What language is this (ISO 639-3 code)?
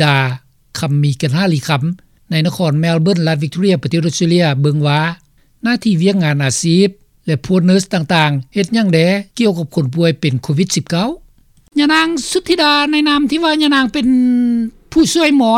lao